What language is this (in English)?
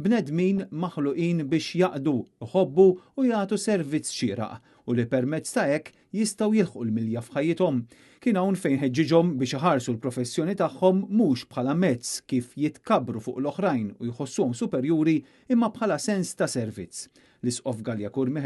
Maltese